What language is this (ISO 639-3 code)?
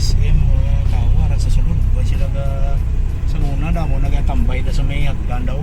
hil